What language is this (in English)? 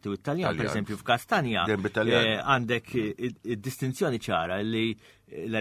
Maltese